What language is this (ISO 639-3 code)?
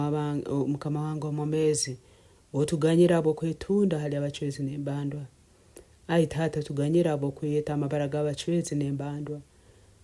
nyo